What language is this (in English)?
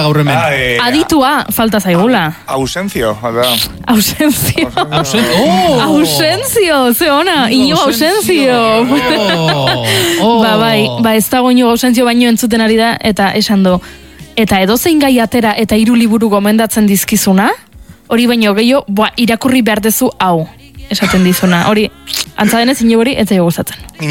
Basque